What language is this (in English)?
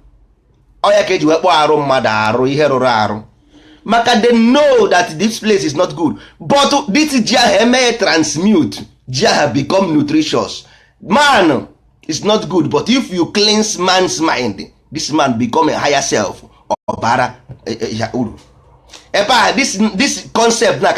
Igbo